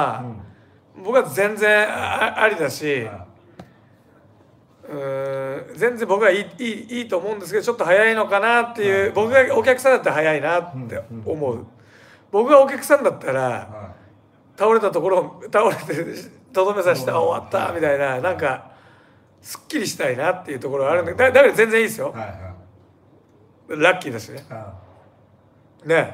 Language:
Japanese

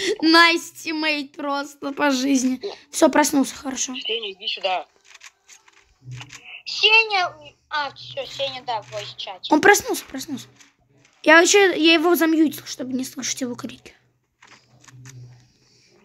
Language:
Russian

